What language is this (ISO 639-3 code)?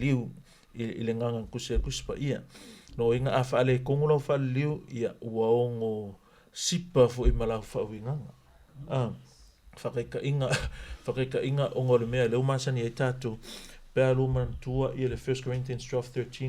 smo